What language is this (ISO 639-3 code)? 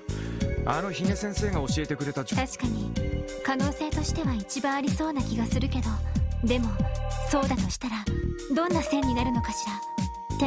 jpn